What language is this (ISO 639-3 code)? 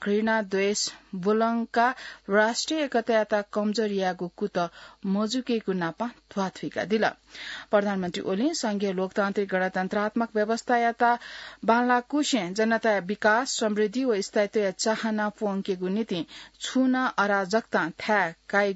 new